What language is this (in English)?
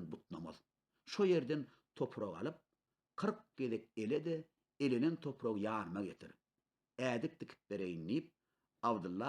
Turkmen